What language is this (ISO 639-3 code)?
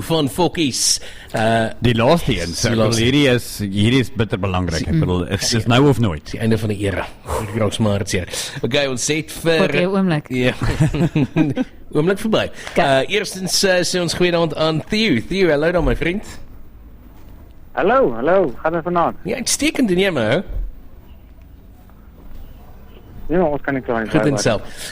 afr